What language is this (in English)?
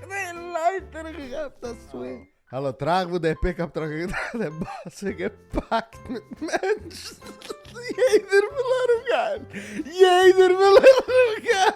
Yiddish